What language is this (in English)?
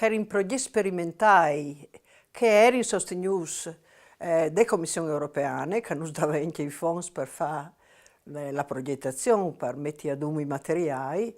Friulian